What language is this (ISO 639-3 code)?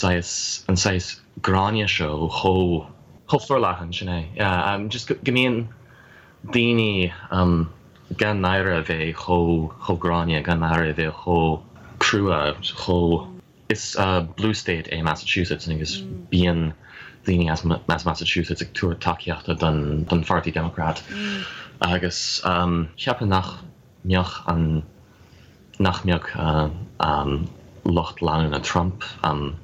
gle